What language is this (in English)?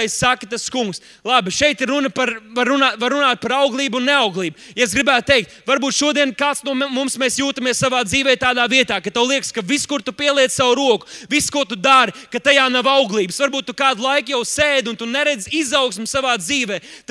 Latvian